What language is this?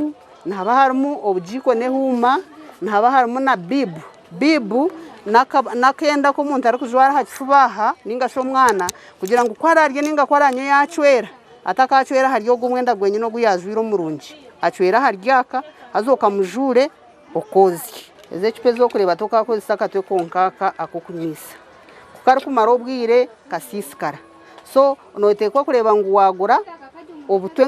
Nyankole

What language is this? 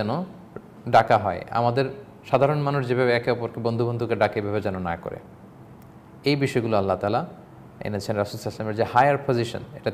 Bangla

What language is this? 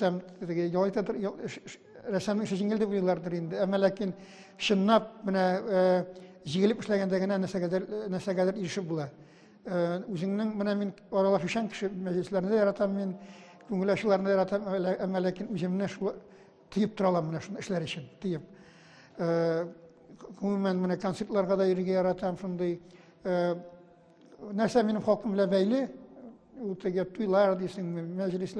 Tatar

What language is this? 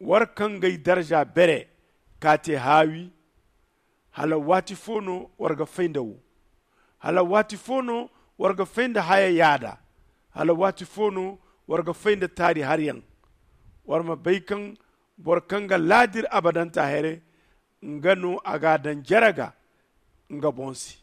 Zarma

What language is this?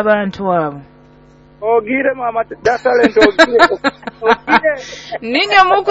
Nyoro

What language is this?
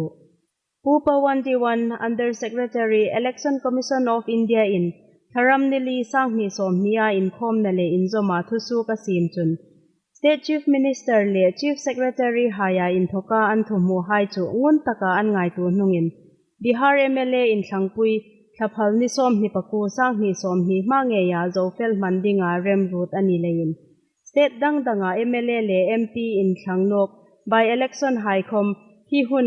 Hmar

